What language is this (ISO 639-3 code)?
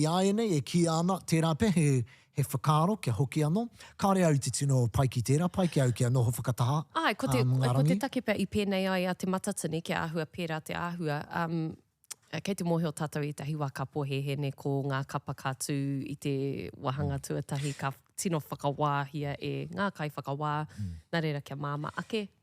mri